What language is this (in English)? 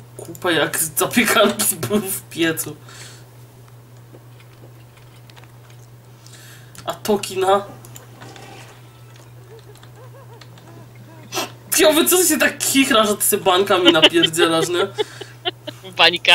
Polish